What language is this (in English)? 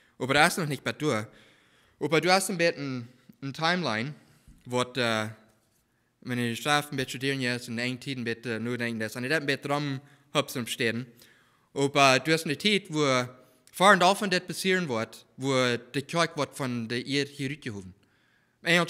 Plautdietsch